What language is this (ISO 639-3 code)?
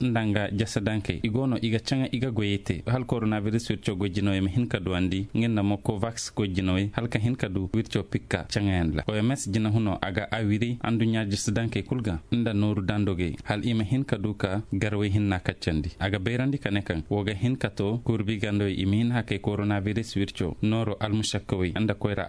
ses